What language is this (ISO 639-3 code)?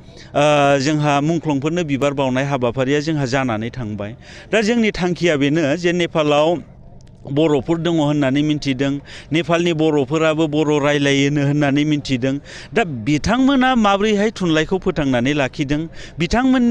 brx